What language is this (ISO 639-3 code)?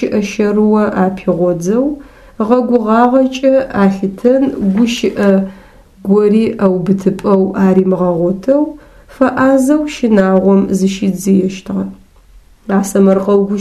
ady